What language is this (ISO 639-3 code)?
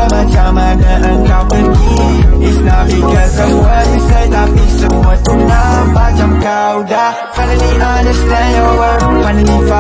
msa